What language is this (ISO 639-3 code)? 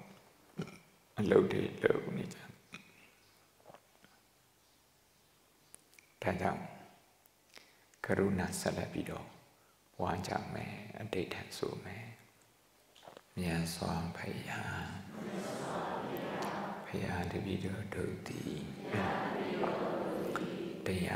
mya